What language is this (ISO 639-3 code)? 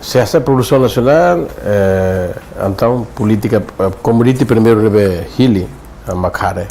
tet